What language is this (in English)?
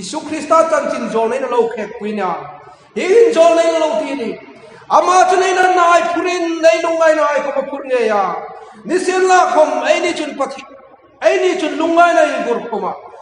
Hmar